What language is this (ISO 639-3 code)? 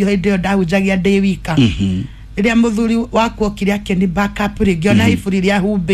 kik